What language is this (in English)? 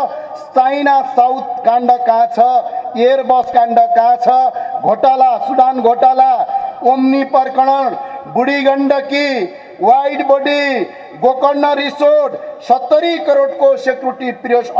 Nepali